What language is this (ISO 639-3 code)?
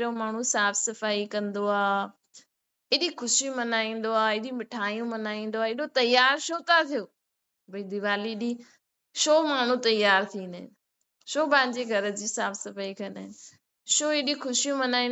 snd